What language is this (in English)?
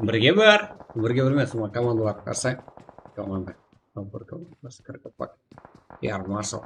Kara-Kalpak